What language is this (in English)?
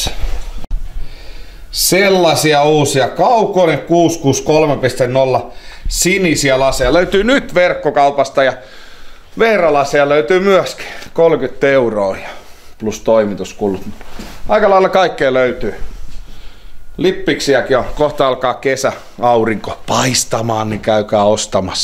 Finnish